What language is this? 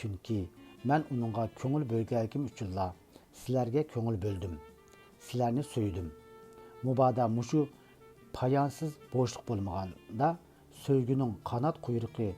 Uyghur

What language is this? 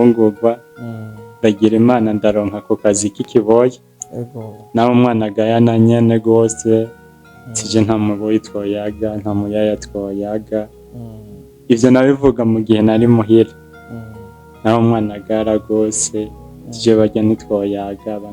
Rundi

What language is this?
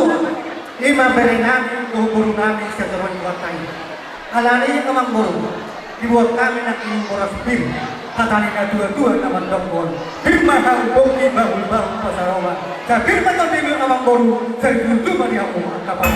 Batak Toba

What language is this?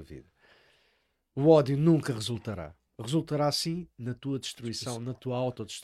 Portuguese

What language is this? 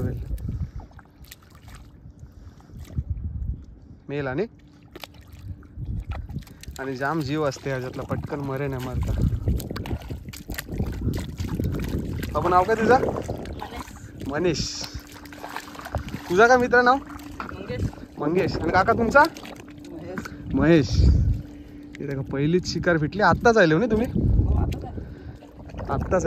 Marathi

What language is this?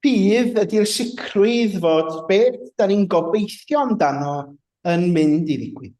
Welsh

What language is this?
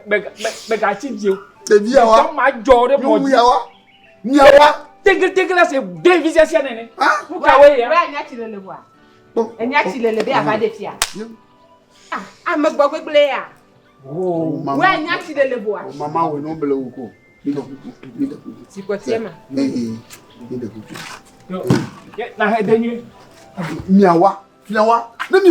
Ewe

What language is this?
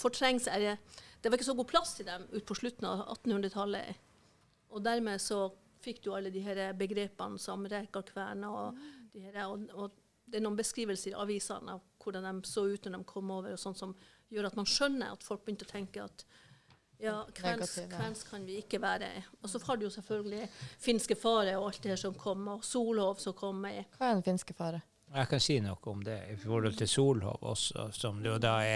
Norwegian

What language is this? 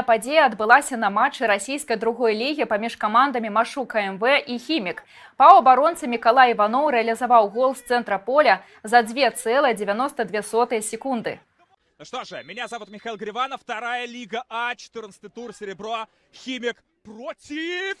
Belarusian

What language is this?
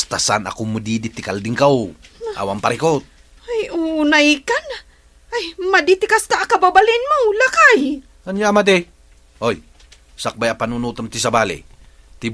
Iloko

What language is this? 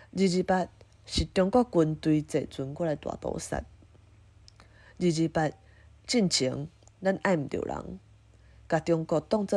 Min Nan Chinese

